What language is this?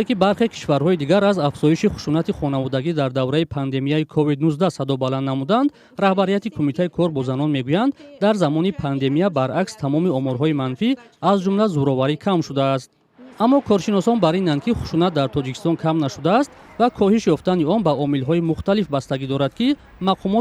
Tajik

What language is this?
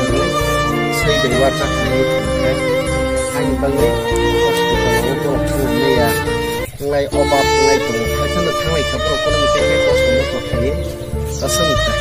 Kok Borok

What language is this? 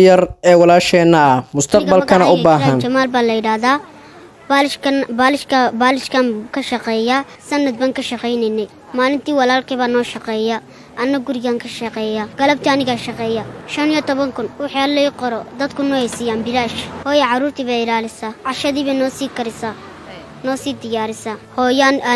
Somali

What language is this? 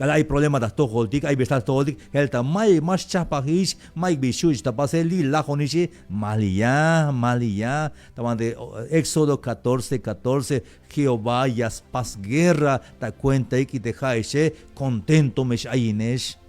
Tzeltal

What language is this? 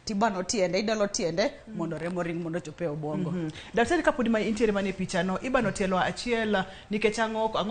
Luo (Kenya and Tanzania)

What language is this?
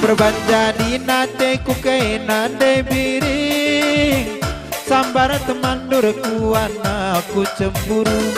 Batak Karo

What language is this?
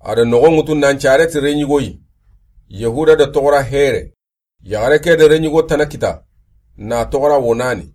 Soninke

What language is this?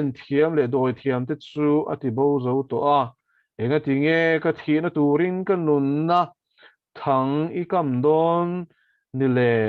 Mizo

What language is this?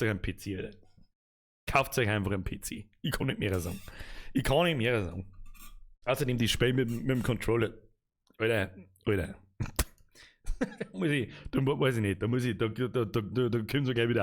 Bavarian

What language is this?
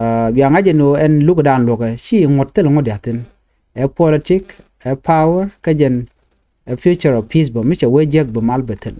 Nuer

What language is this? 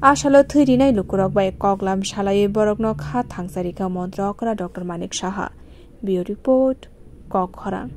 Kok Borok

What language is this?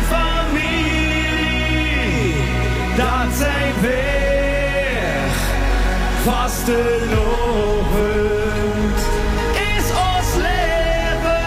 Limburgish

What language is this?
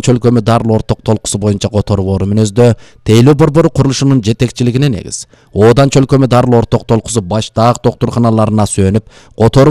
Kyrgyz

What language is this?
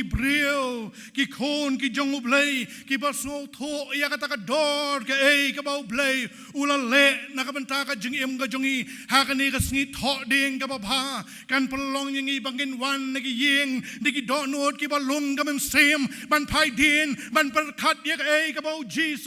Khasi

